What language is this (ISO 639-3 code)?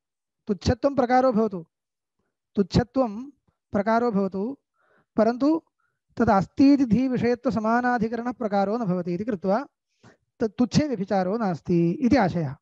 san